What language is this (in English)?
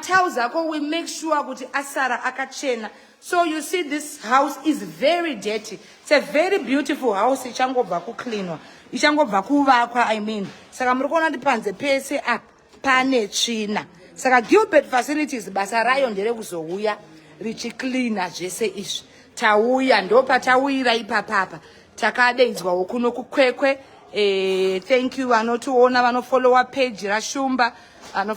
Shona